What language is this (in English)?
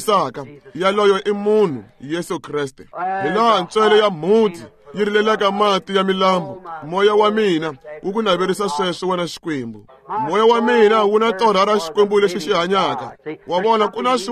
Tsonga